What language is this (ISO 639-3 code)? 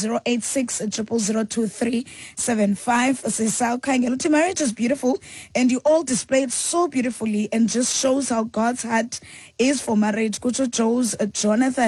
xho